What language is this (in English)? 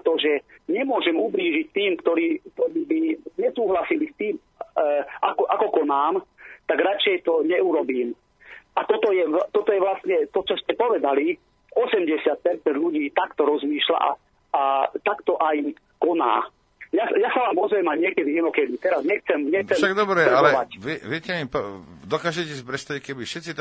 Slovak